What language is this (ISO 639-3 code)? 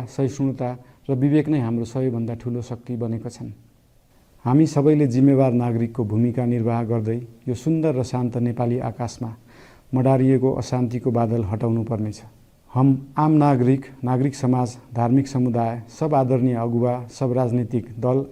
nep